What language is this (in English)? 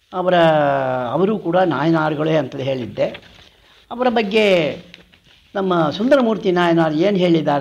Kannada